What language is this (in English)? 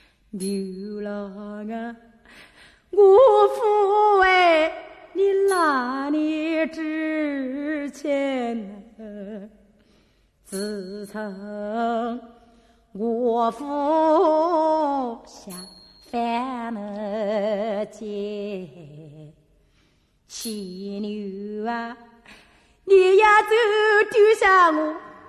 Chinese